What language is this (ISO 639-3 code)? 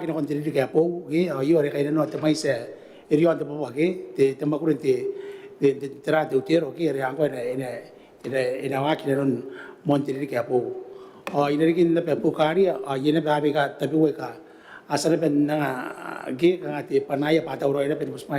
gil